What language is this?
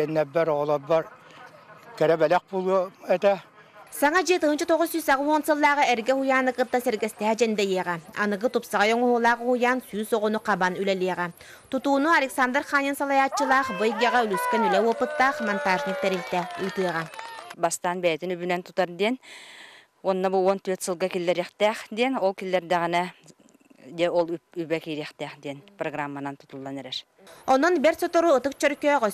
Yakut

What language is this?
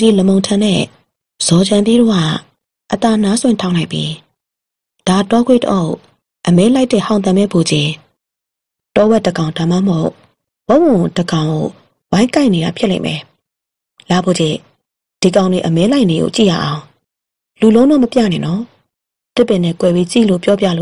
Burmese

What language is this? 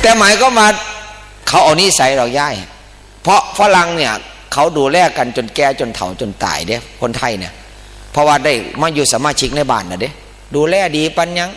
Northeastern Thai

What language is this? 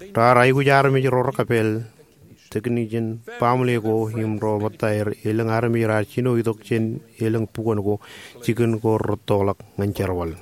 Marshallese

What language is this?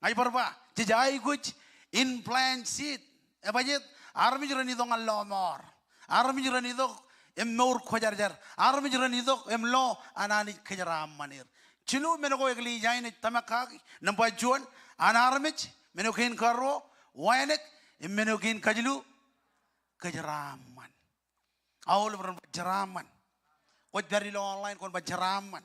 Marshallese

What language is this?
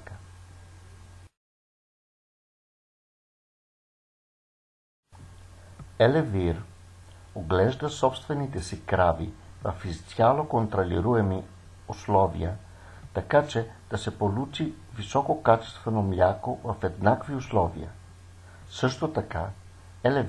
Bulgarian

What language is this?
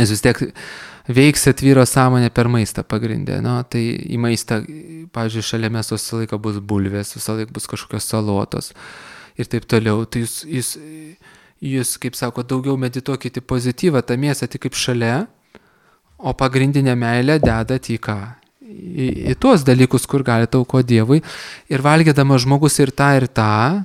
Lithuanian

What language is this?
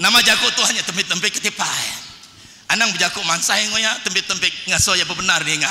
Iban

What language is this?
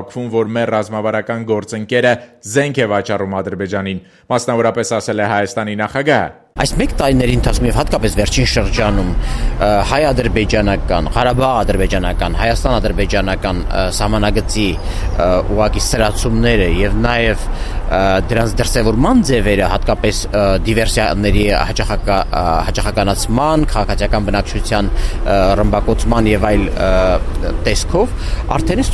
Armenian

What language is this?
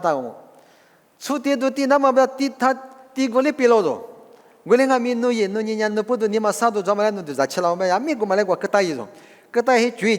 Lisu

